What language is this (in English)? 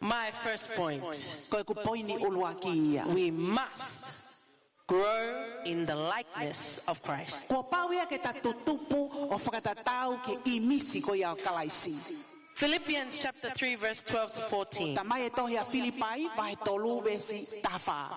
Tongan